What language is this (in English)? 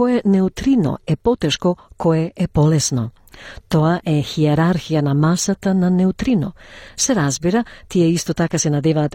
Macedonian